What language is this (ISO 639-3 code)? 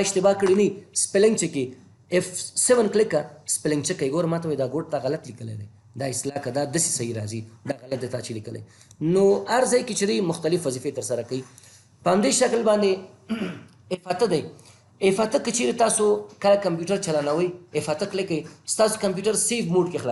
pus